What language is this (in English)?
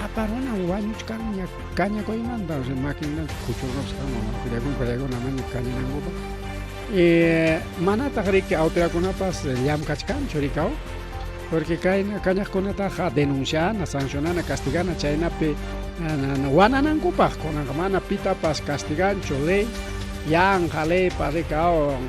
Ayacucho Quechua